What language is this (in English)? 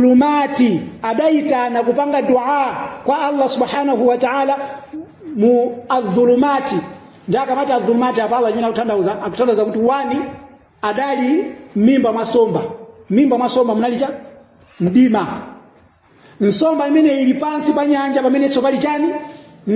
Nyanja